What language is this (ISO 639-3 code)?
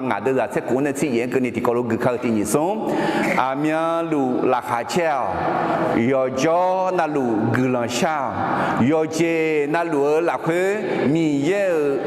ahk